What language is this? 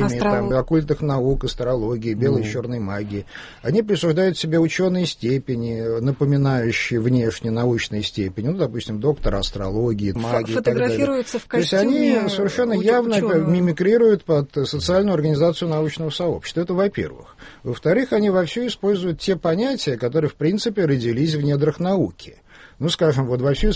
Russian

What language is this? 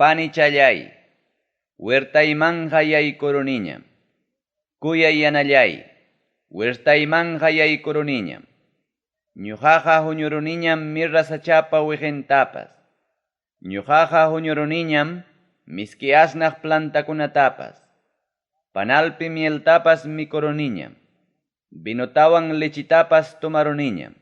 Ayacucho Quechua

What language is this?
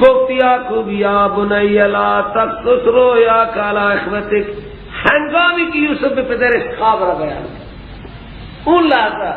Persian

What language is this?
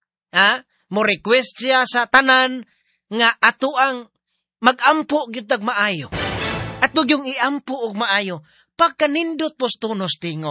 Cebuano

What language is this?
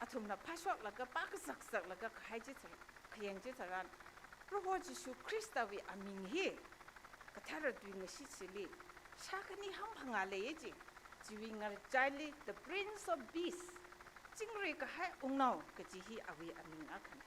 Tangkhul Naga (India)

